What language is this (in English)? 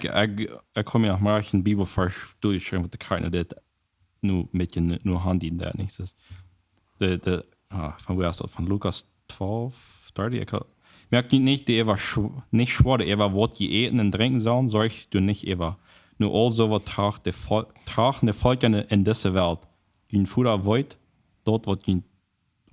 Plautdietsch